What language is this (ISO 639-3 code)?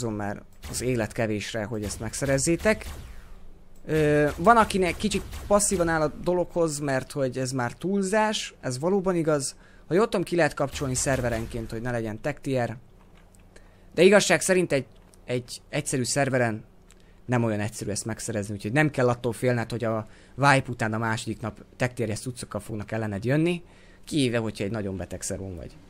hun